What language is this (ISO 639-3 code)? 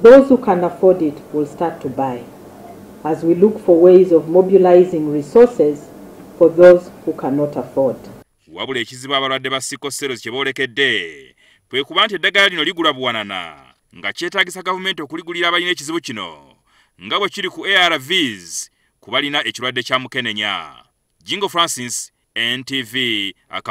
lug